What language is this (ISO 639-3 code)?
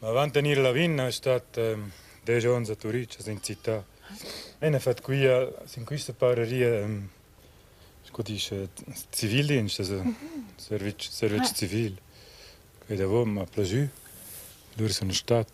roh